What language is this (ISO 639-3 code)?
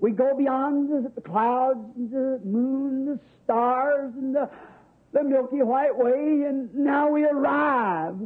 bem